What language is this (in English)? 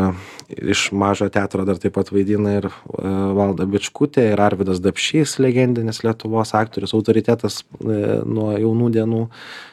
Lithuanian